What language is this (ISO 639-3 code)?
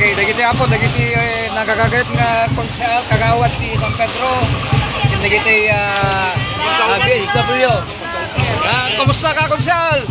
ilo